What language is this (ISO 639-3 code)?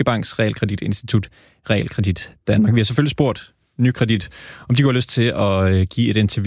dan